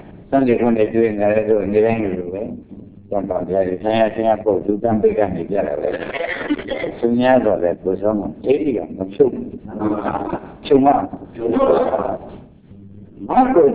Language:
Burmese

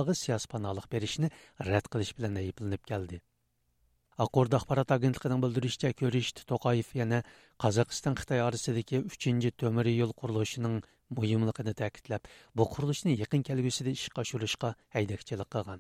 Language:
Uyghur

